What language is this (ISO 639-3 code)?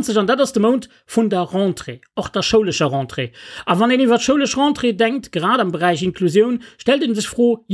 ltz